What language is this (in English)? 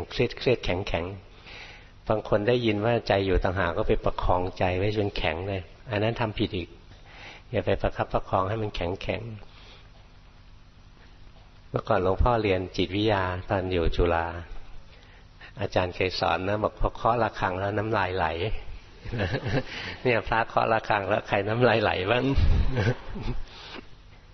Thai